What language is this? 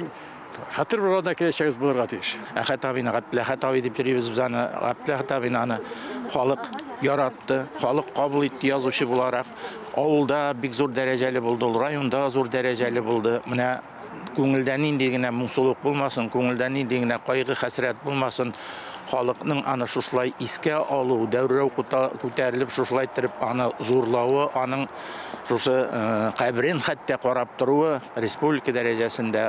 Tatar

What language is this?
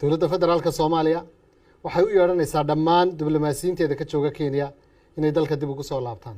Somali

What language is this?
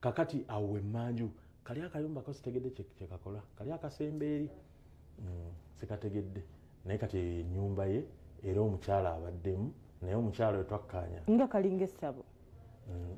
Ganda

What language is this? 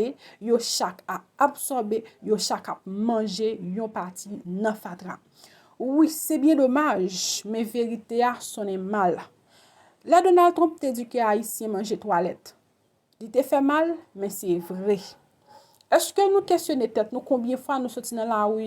Haitian Creole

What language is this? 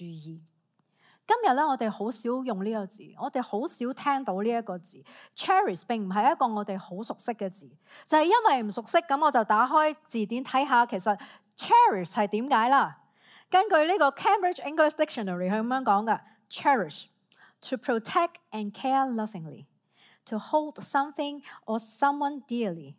Cantonese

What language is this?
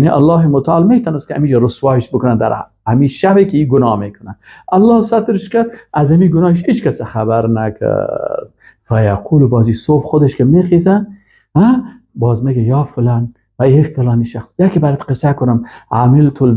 Persian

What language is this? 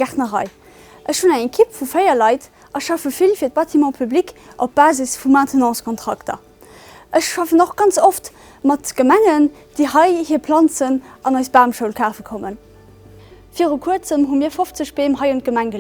Luxembourgish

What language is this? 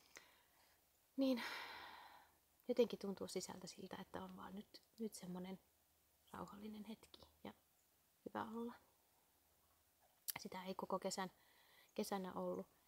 Finnish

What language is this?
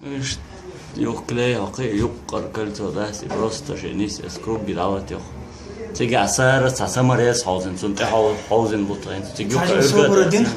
Chechen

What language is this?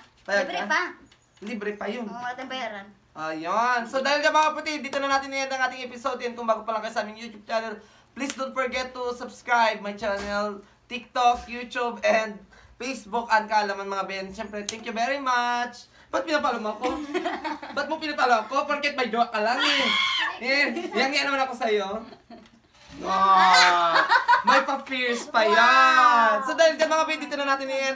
Filipino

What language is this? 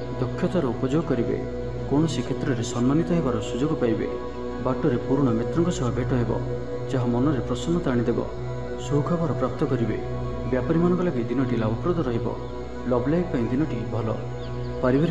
Odia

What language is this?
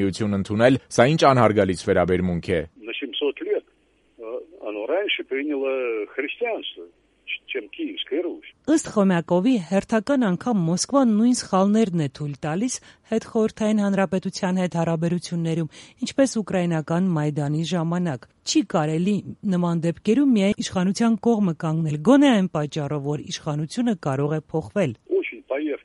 Armenian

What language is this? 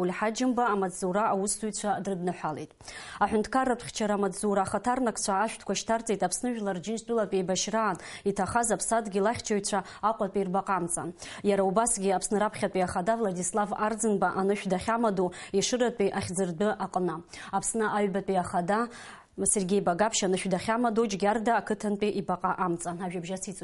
Abkhazian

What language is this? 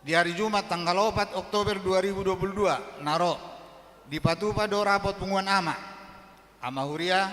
Batak Toba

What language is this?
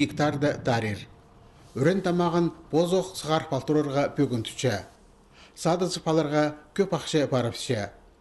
Khakas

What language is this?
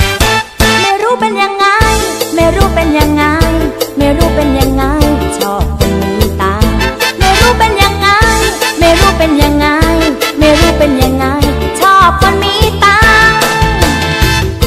Thai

